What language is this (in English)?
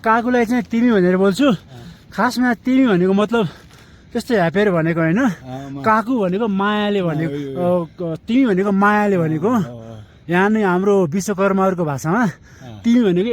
Nepali